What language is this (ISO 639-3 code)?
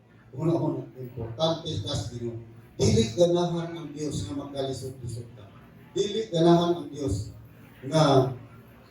ceb